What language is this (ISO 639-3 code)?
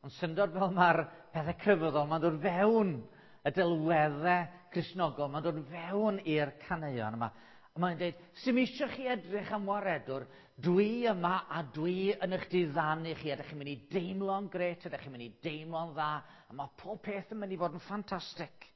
cym